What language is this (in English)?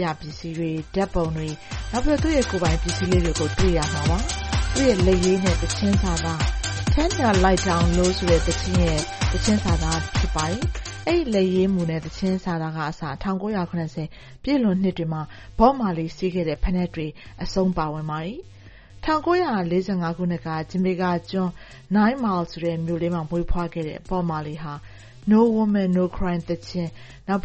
Burmese